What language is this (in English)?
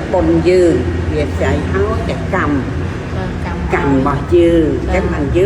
Khmer